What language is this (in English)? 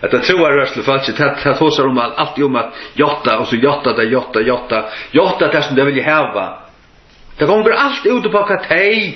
Faroese